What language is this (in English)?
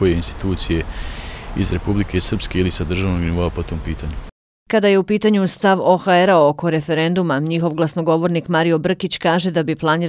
Bosnian